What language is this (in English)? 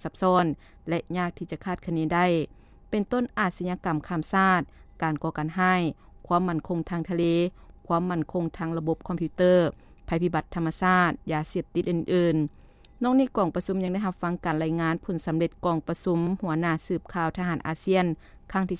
Lao